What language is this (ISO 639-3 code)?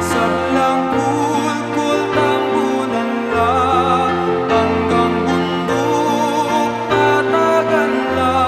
pam